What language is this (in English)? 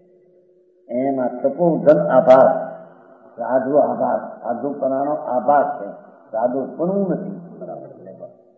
Gujarati